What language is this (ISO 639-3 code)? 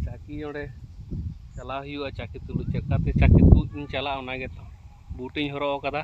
sat